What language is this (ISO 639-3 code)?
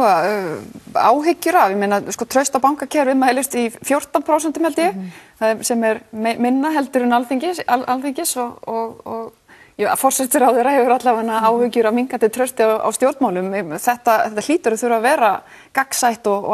isl